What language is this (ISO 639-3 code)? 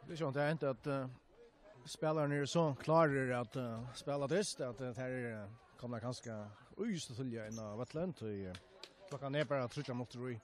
fao